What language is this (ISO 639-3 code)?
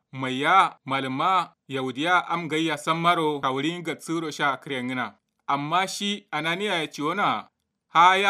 kau